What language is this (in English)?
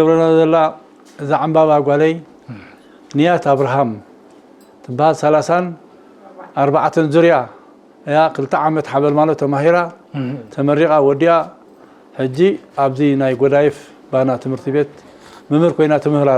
Tigrinya